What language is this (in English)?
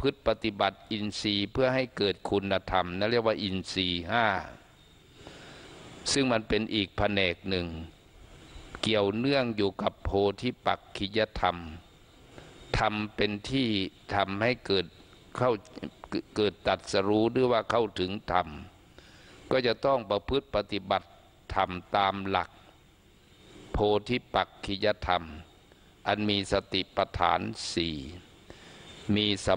Thai